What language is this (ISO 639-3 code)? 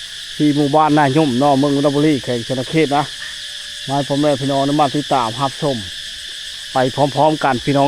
lao